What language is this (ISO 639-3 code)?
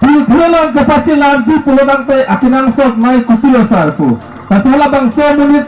mjw